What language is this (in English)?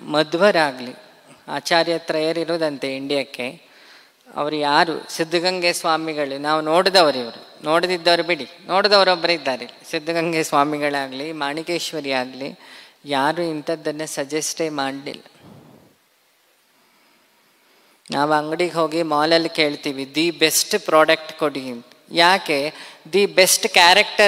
Kannada